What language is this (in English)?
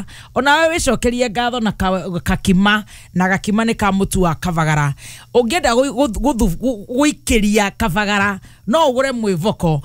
Kikuyu